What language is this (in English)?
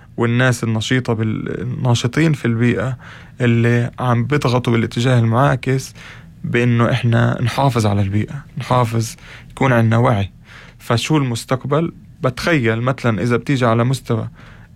North Levantine Arabic